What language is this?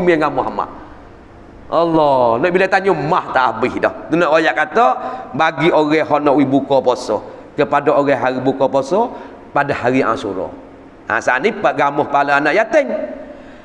Malay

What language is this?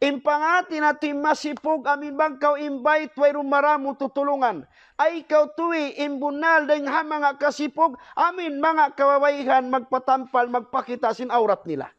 Tausug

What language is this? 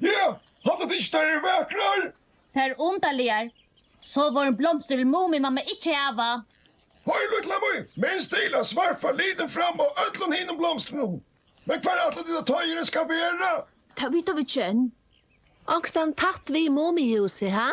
Faroese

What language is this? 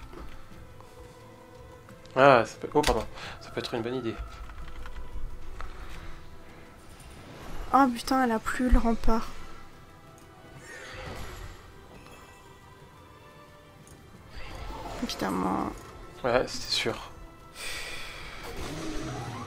French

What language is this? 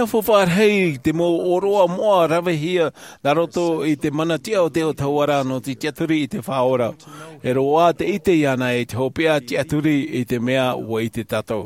Tahitian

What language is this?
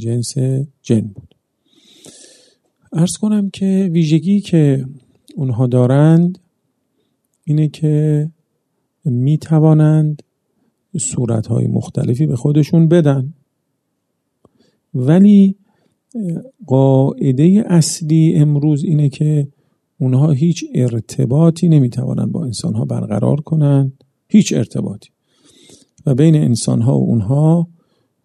Persian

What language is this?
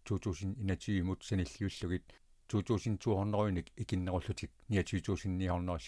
Kalaallisut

